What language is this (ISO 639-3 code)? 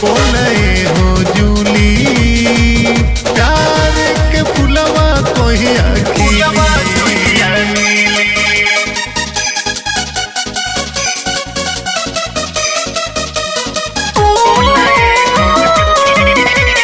bho